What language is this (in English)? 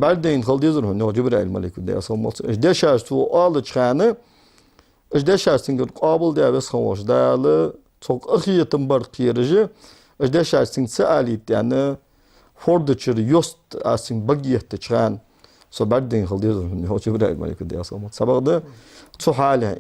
Ingush